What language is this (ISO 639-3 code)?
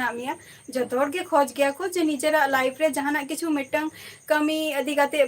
sat